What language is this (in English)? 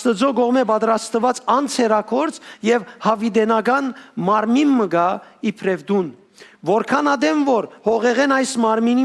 Western Armenian